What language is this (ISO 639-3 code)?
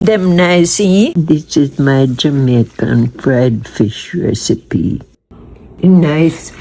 jam